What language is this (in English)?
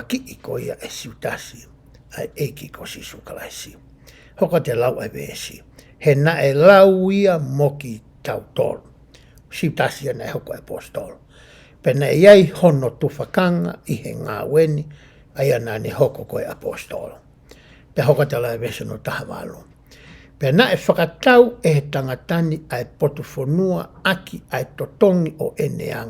Tongan